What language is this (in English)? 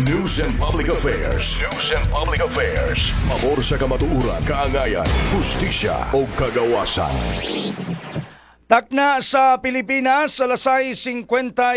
Cebuano